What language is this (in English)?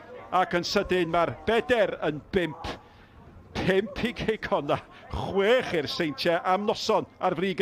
Welsh